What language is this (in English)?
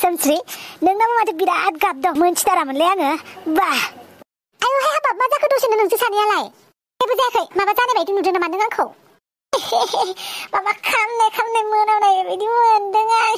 Bodo